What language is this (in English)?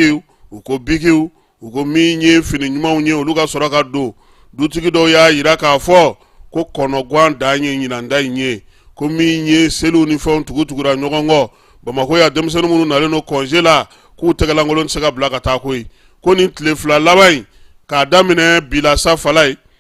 Bambara